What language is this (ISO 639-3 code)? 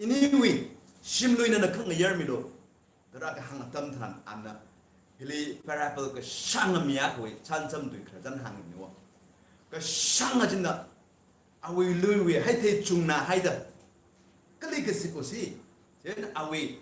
nmf